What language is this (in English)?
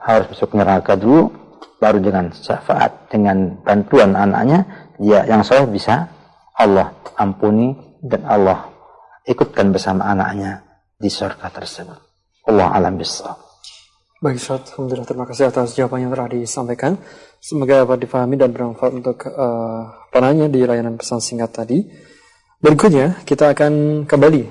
Indonesian